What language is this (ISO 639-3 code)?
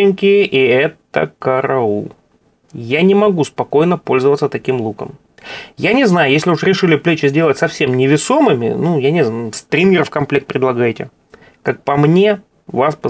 rus